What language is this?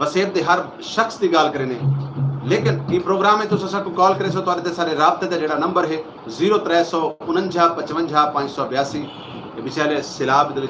Saraiki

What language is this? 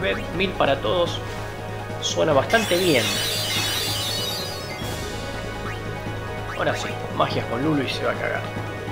Spanish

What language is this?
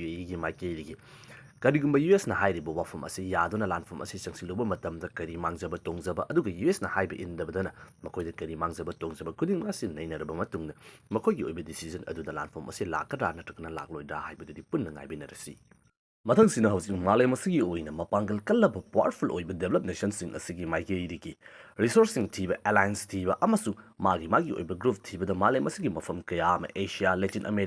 Manipuri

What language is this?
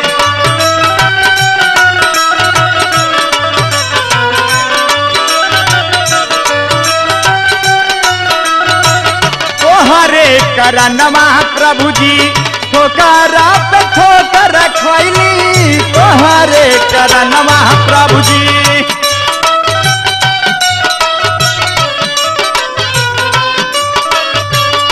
Bhojpuri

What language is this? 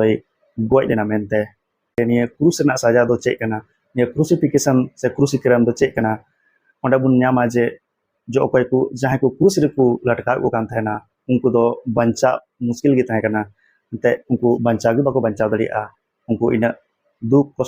Santali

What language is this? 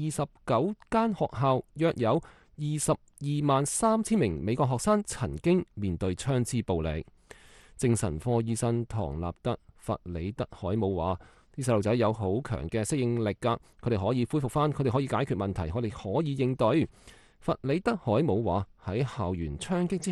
Cantonese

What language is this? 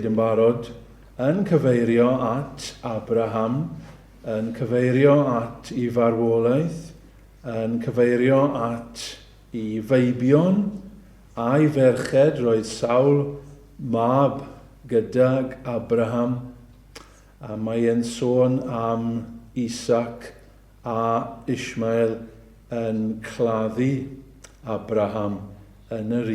Welsh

